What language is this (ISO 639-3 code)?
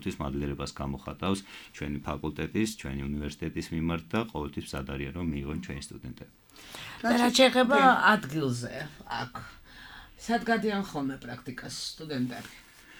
kat